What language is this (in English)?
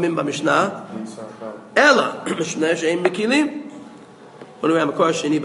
Hebrew